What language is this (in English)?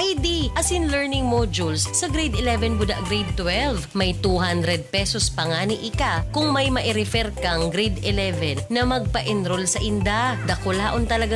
Bikol